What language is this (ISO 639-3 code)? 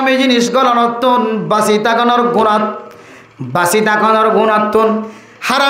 rhg